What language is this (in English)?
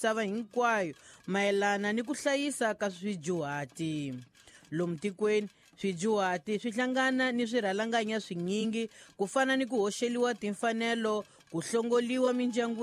Tsonga